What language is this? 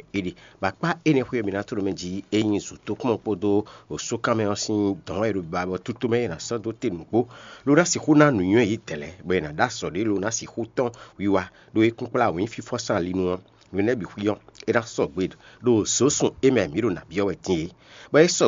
Fon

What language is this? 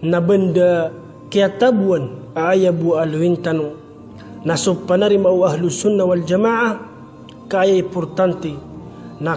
Maranao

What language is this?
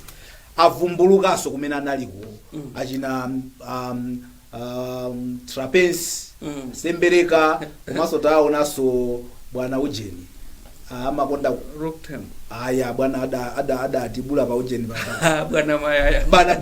Nyanja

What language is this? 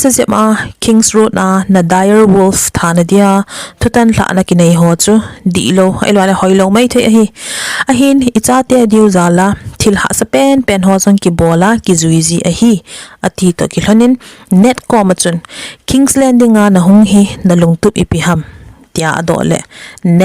Thado Chin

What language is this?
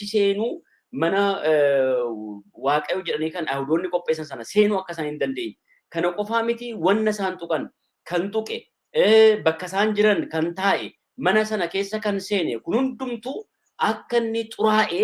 Oromo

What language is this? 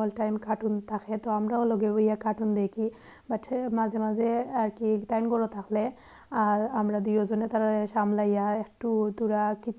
Sylheti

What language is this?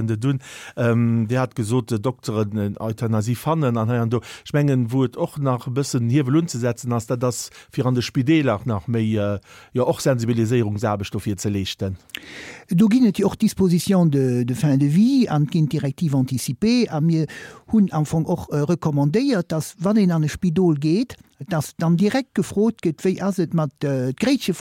Luxembourgish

